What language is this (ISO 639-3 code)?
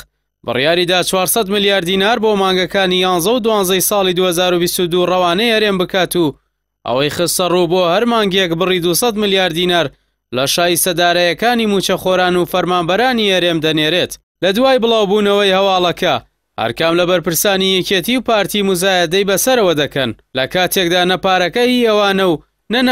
ckb